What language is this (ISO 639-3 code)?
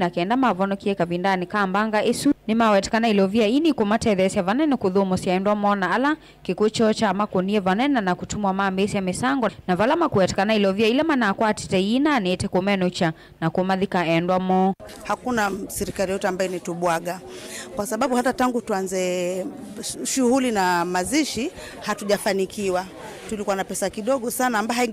kam